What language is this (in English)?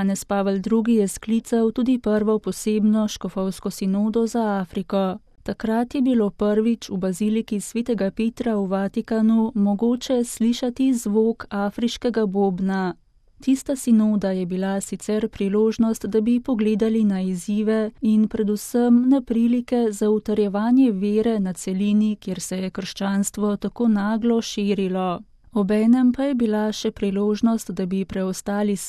Slovenian